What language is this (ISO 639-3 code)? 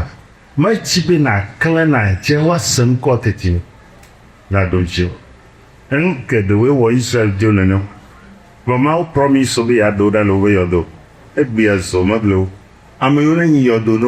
ewe